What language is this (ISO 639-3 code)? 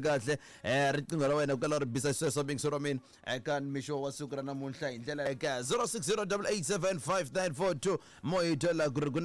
tso